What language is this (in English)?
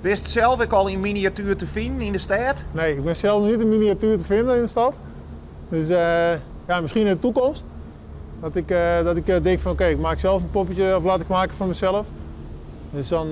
Western Frisian